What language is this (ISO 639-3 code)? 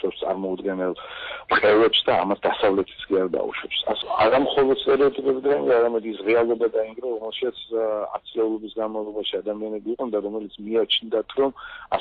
kat